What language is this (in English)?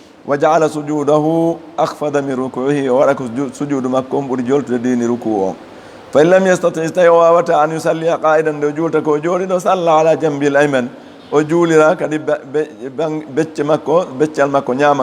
Fula